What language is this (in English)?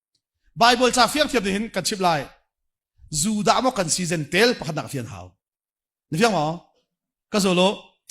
Hakha Chin